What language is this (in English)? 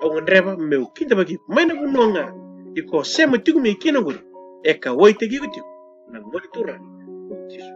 Fijian